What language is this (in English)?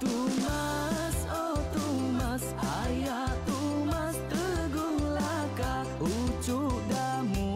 Iban